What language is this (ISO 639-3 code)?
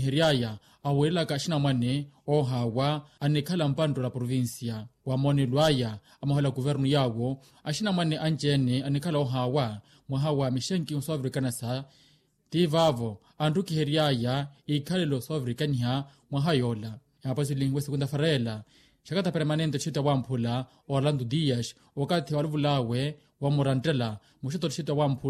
vmw